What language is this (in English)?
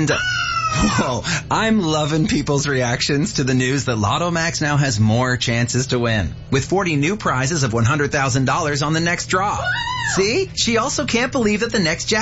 English